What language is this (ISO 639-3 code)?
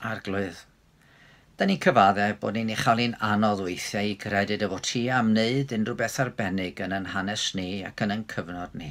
cym